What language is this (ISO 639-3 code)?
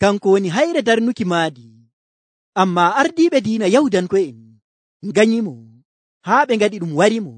fuv